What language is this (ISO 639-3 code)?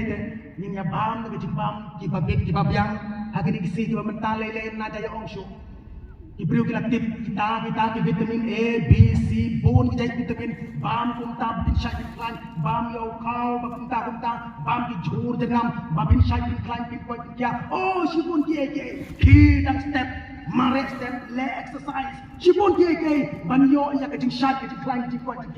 kha